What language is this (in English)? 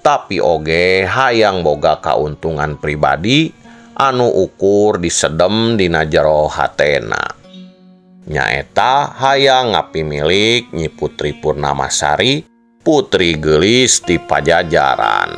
Sundanese